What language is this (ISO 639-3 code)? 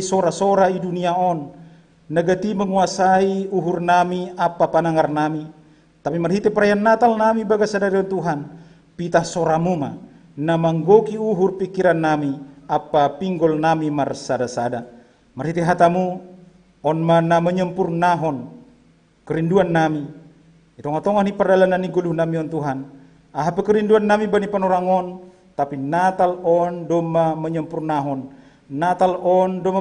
bts